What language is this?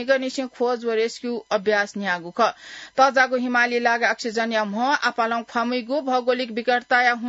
Newari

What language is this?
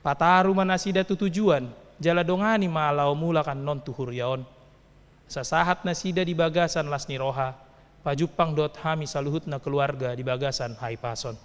Batak Toba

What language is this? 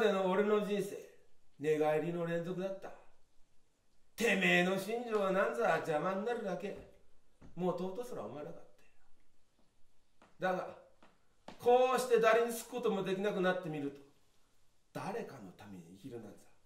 Japanese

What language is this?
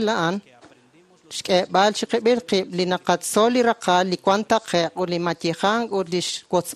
Kekchí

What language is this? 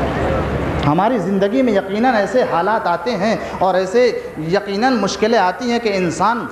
Urdu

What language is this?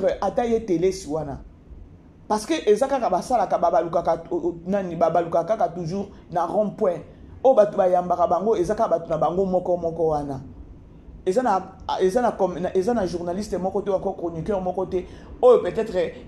Lingala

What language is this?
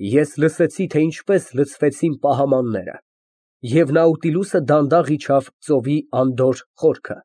Armenian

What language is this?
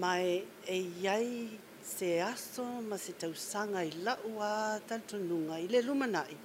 Samoan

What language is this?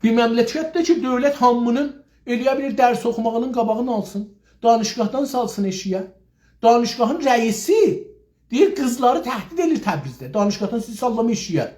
South Azerbaijani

